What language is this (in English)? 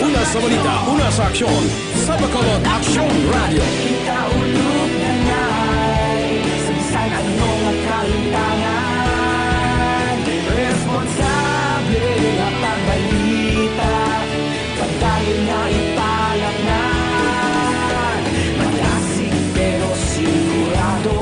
Hiligaynon